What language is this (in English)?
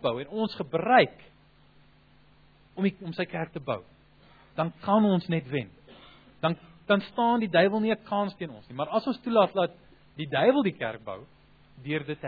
Afrikaans